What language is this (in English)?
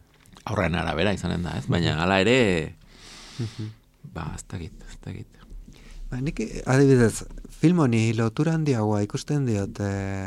Basque